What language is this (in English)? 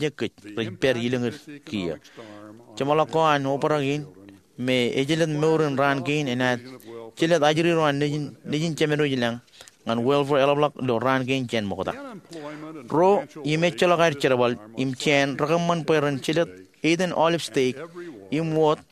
Marshallese